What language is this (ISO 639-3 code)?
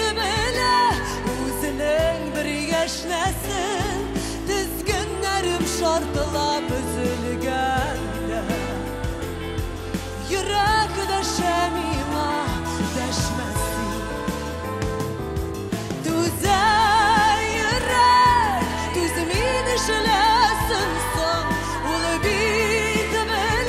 tat